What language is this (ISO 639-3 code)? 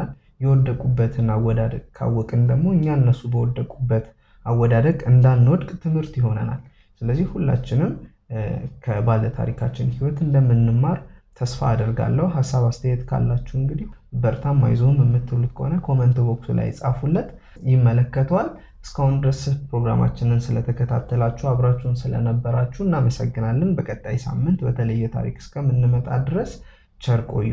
amh